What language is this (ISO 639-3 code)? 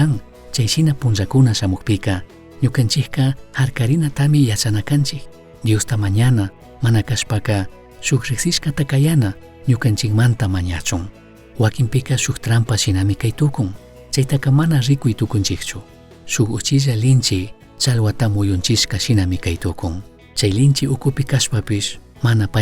qug